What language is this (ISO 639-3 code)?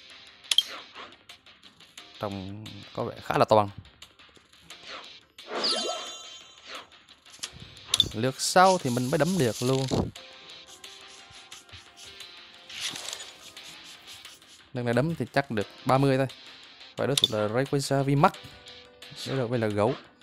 vie